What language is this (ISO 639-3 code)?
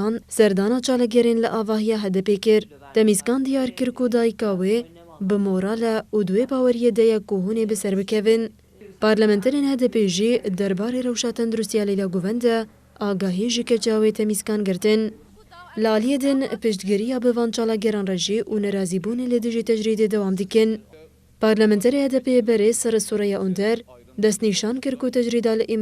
kur